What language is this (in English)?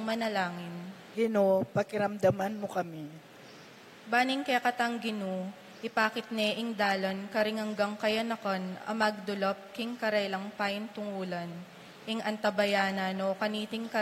Pampanga